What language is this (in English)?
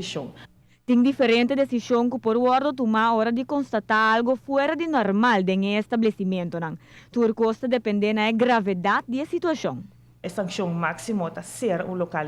Papiamento